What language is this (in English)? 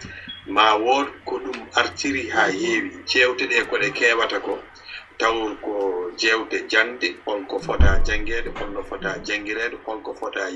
Fula